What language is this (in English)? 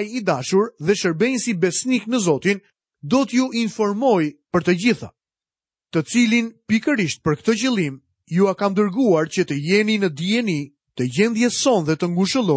Albanian